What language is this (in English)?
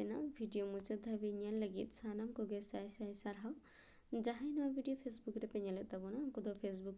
Santali